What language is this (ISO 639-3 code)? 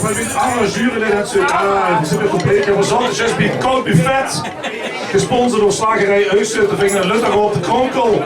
lim